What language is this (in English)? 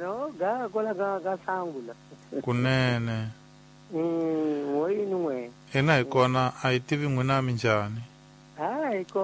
Tsonga